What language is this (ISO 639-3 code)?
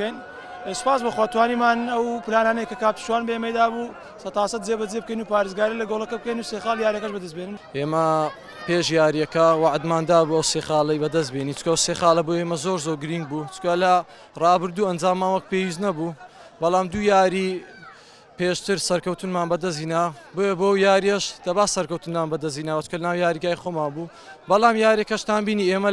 ckb